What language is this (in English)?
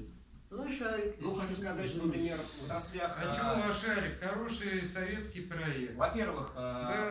Russian